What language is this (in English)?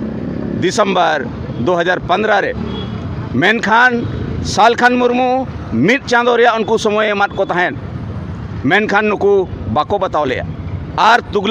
Santali